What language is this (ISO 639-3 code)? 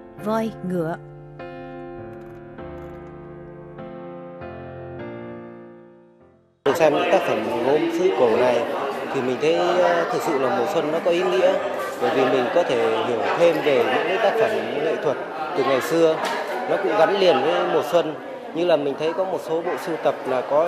vie